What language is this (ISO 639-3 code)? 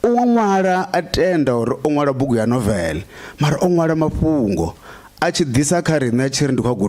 ven